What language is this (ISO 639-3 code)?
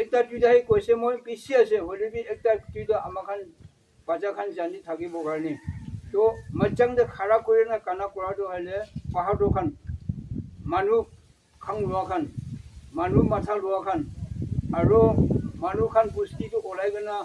nag